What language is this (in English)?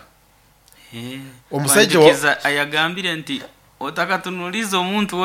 Nyoro